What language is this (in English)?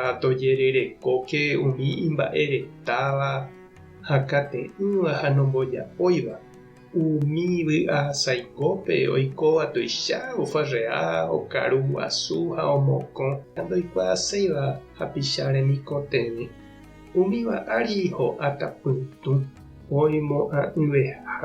Guarani